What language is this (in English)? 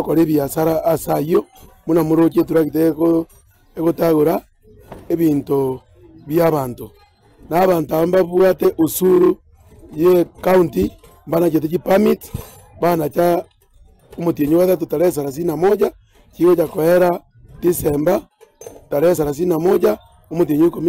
Gusii